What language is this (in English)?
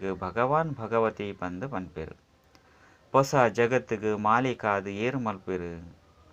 Tulu